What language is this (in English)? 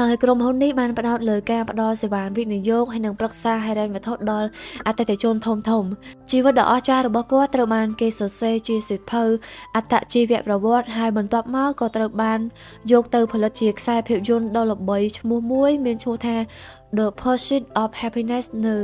Khmer